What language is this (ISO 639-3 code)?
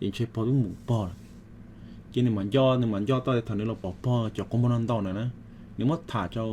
hmn